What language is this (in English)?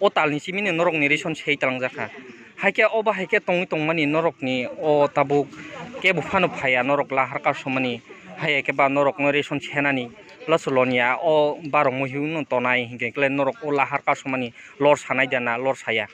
Kok Borok